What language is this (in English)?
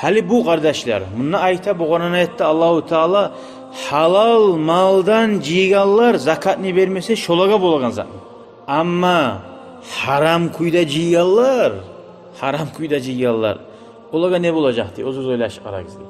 Kumyk